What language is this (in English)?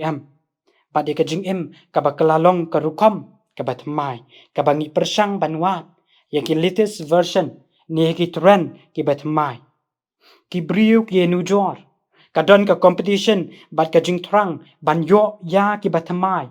Khasi